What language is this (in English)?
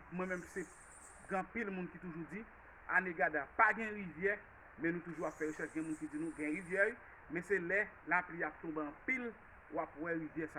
Haitian Creole